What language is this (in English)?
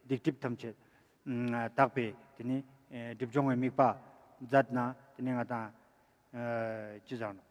Ladakhi